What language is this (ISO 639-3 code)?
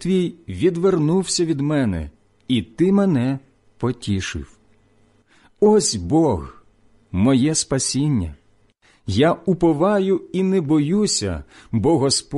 ukr